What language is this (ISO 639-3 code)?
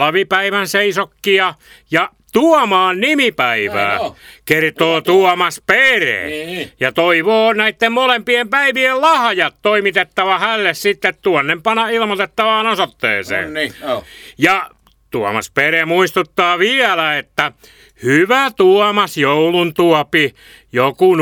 fin